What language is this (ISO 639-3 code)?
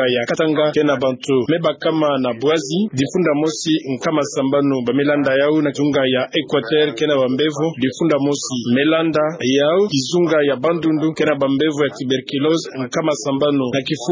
ktu